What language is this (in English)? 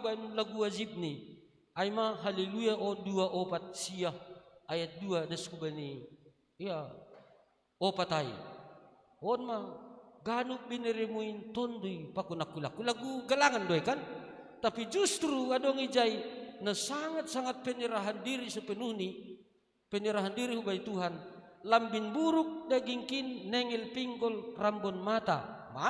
Batak Simalungun